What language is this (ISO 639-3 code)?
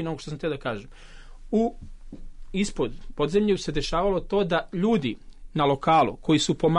srp